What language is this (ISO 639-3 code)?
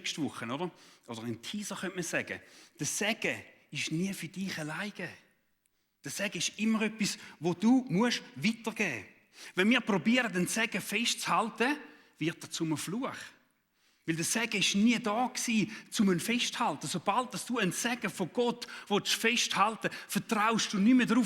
gsw